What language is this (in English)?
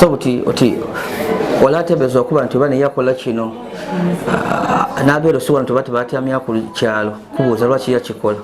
Ganda